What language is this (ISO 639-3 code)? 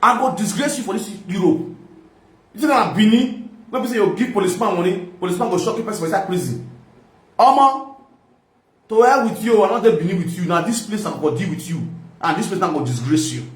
pcm